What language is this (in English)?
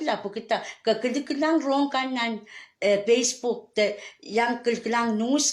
Pohnpeian